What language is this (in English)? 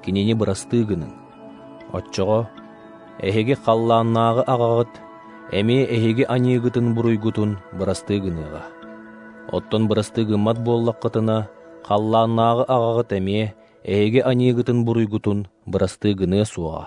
Yakut